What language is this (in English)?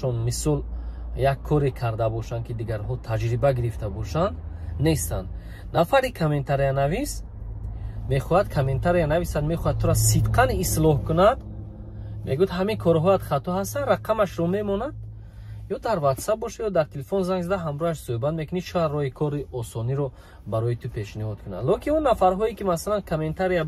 Tajik